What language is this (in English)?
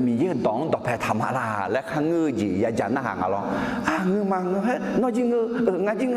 Akha